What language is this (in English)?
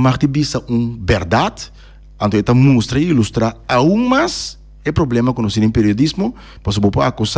Papiamento